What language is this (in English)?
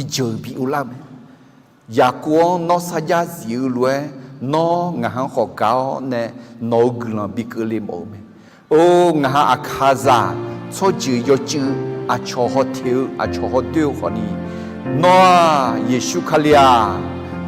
Akha